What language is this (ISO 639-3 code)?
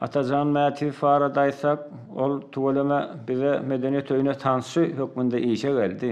tuk